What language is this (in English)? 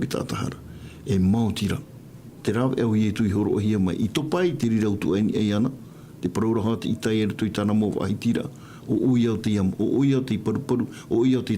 Tahitian